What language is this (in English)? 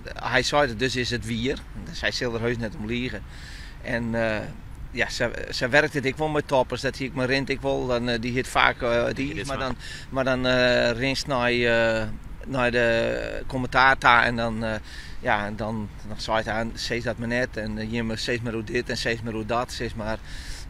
Western Frisian